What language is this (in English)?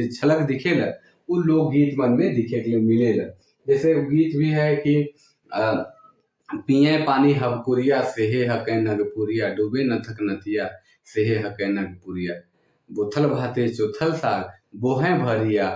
Sadri